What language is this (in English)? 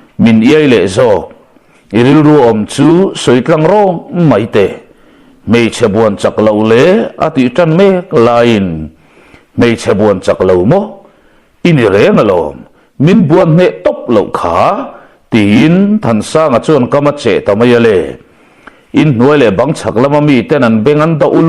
Mizo